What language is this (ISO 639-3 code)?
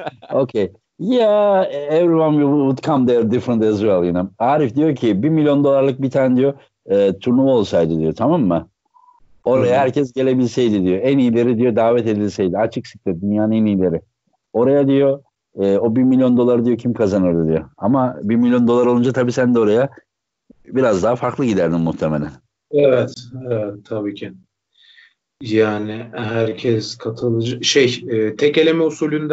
tur